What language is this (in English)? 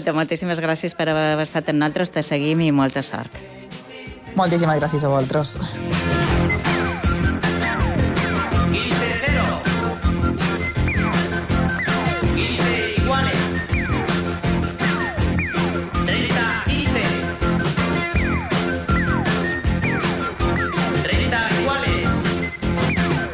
Catalan